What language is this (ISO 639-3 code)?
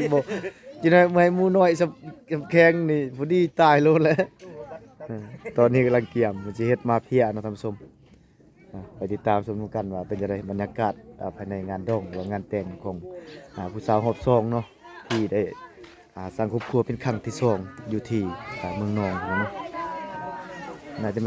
lao